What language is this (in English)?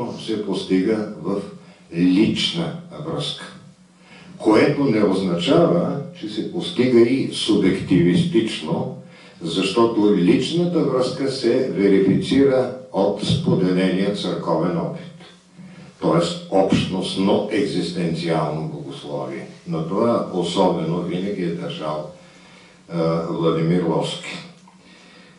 Bulgarian